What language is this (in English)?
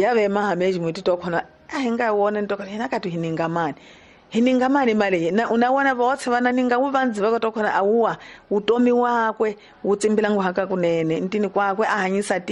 Tsonga